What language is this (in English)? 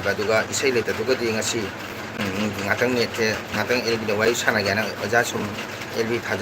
Manipuri